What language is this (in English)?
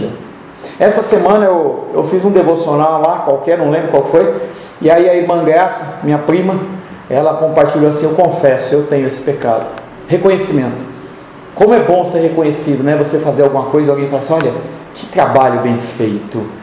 Portuguese